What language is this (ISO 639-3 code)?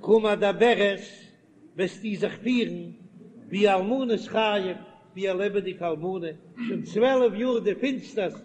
yid